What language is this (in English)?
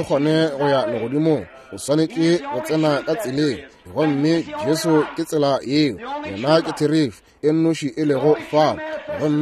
Northern Sotho